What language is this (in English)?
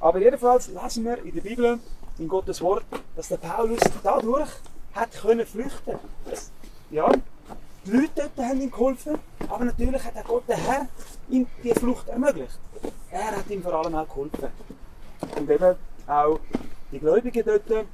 Swiss German